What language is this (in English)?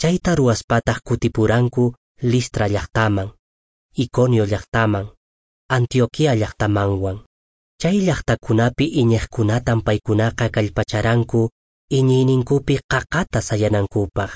Quechua